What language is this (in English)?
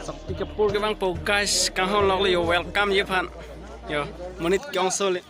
Karbi